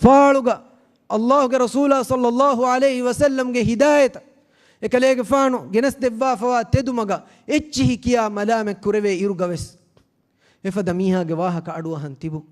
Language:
Divehi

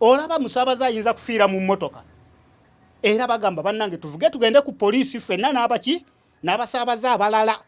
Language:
Ganda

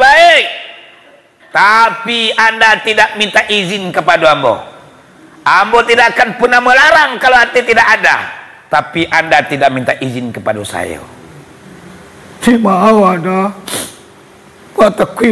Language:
Minangkabau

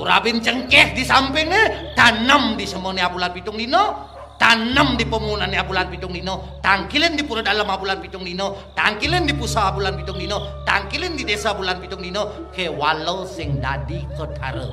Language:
Balinese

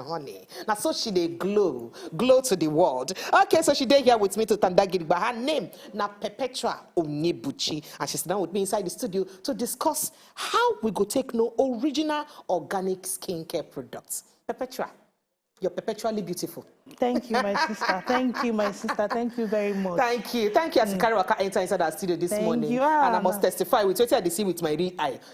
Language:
Nigerian Pidgin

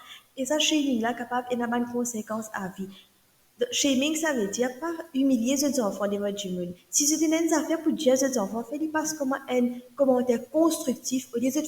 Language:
Morisyen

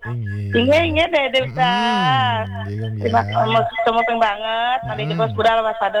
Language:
Balinese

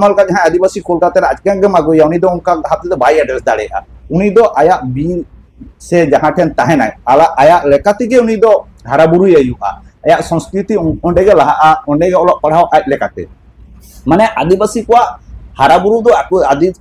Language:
Santali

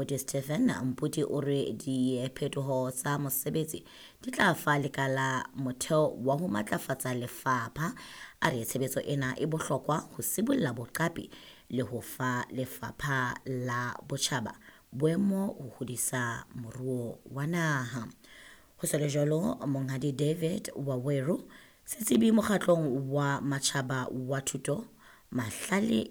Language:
Southern Sotho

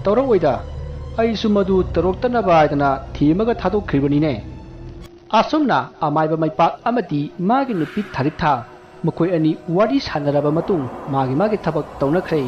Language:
Manipuri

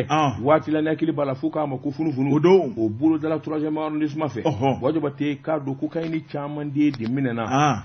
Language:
Bambara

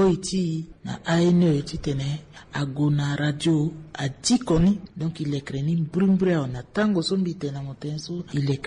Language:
Sango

